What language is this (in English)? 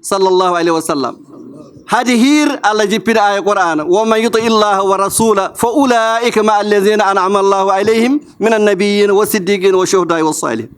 Fula